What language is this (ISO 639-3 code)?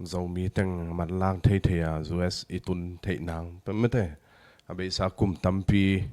ctd